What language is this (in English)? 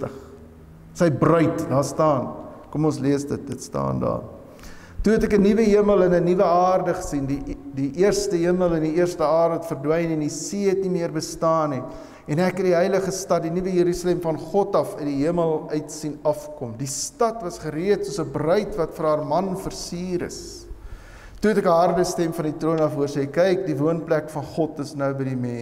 Afrikaans